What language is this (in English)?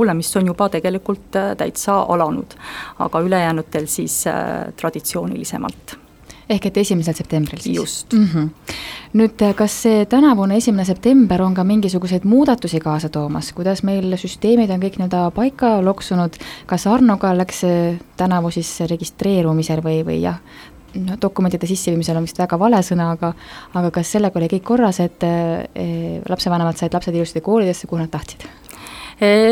Estonian